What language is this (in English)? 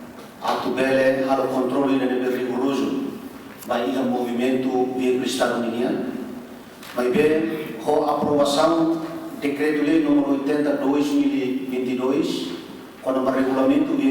Tetum